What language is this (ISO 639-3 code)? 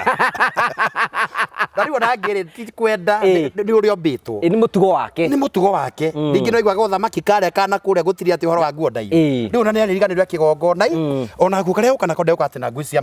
kik